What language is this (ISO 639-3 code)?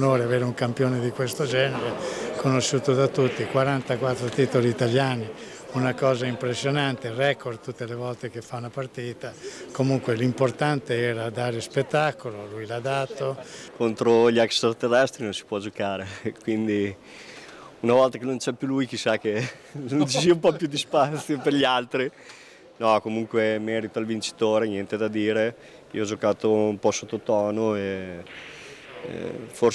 ita